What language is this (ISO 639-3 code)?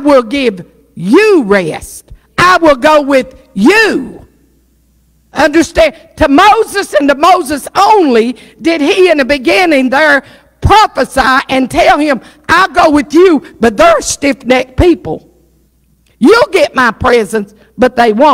eng